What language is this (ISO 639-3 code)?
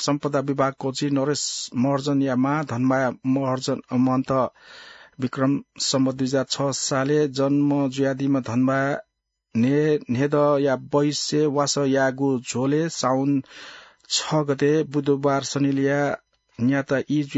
new